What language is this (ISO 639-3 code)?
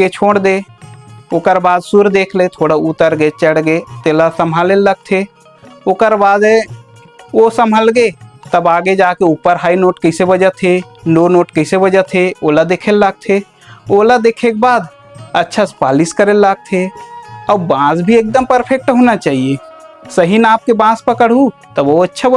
hne